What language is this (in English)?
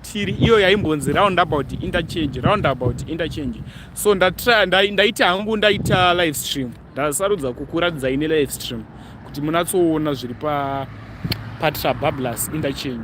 Shona